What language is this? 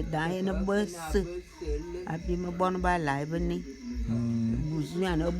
Bulu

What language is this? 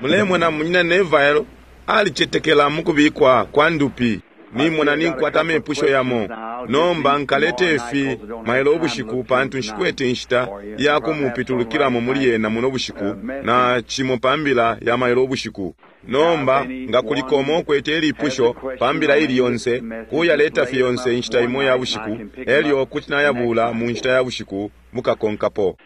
Bemba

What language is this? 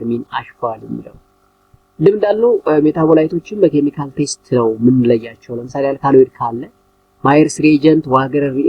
Amharic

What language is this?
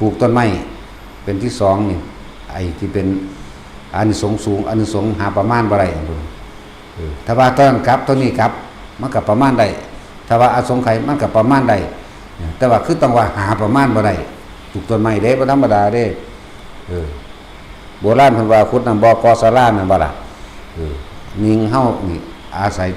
Northeastern Thai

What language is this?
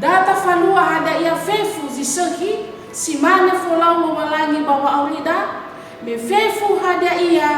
Nias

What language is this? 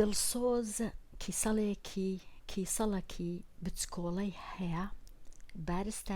Central Kurdish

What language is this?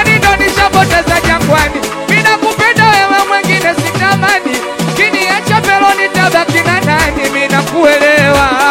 Swahili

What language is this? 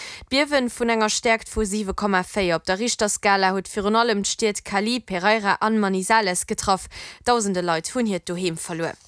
Luxembourgish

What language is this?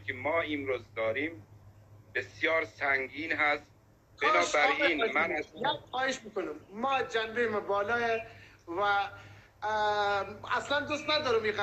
Persian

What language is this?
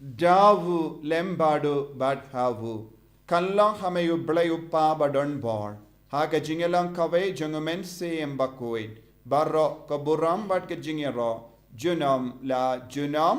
Khasi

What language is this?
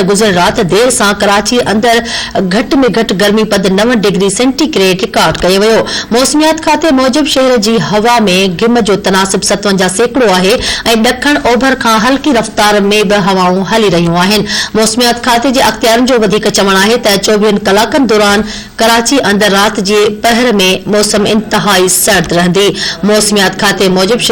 Sindhi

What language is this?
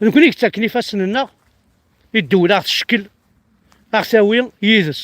Kabyle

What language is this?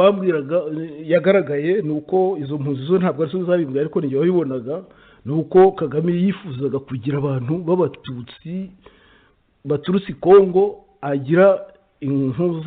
Kinyarwanda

